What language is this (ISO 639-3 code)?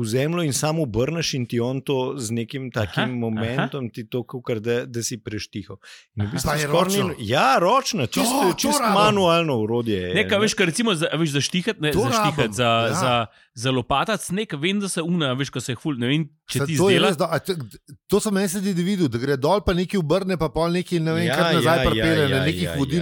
slv